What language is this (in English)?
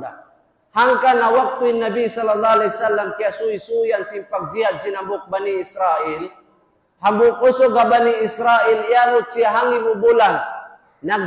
Tausug